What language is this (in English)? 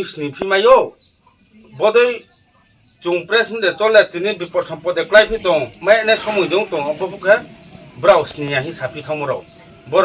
Riang (India)